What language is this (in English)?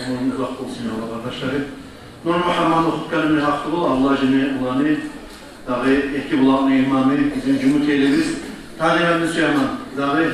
Kumyk